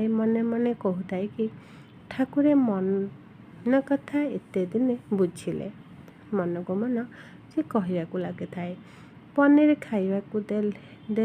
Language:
Odia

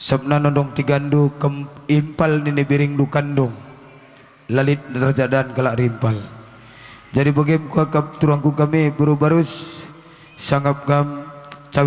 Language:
Batak Karo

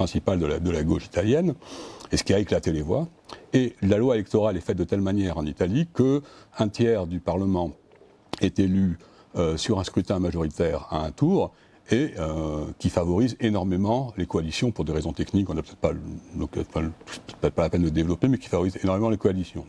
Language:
French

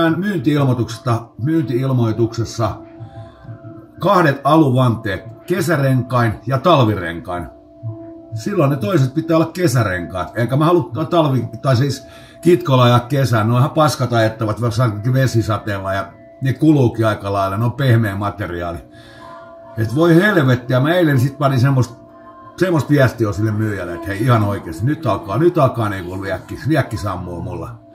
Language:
Finnish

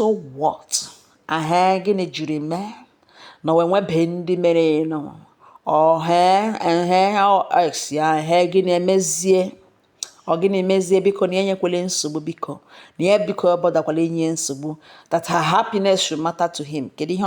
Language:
Igbo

